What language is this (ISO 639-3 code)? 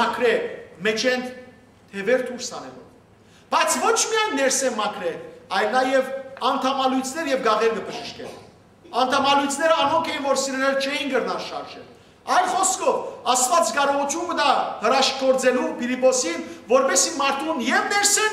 hyw